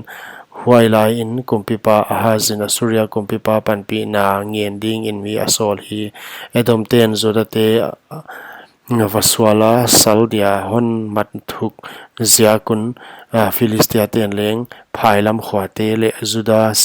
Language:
Paite Chin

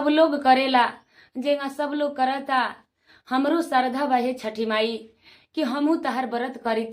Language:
Bhojpuri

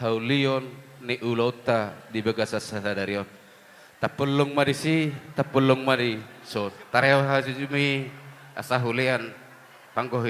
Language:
Batak Toba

